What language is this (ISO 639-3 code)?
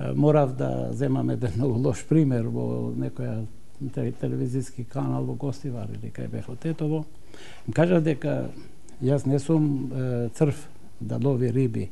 mkd